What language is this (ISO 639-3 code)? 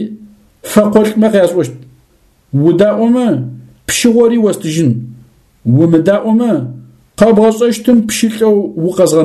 ady